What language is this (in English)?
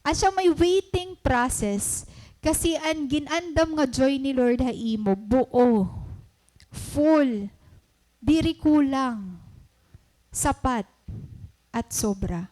Waray